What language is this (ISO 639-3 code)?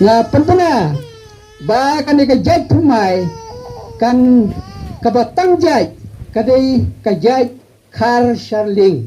kha